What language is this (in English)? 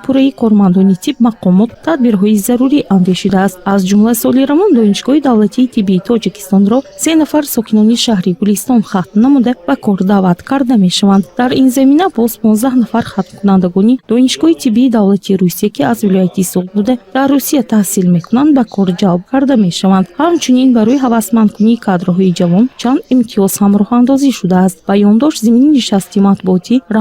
Tajik